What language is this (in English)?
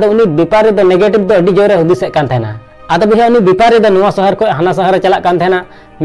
Santali